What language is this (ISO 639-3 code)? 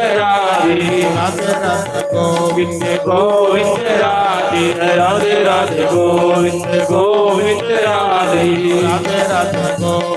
doi